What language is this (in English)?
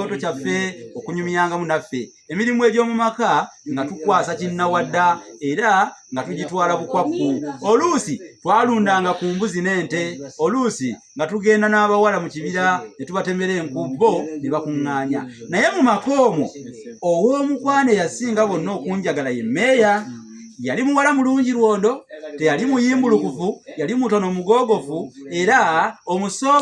Ganda